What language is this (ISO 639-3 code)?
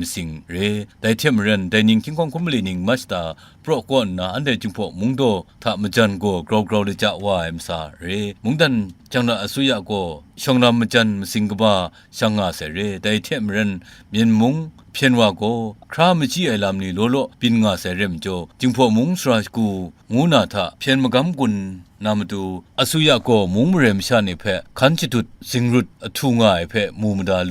kac